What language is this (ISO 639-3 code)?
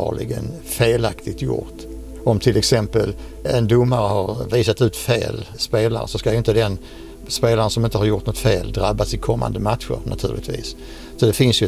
swe